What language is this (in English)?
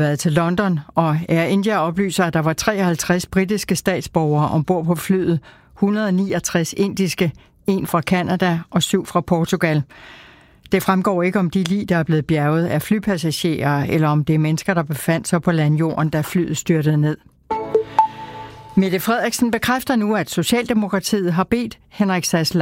Danish